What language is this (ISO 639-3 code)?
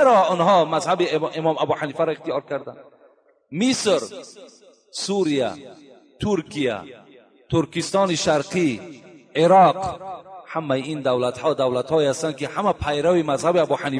tgk